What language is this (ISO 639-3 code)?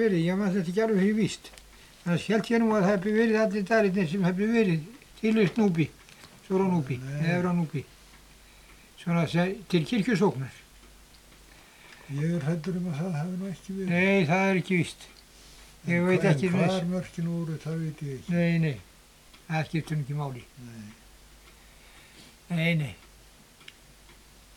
isl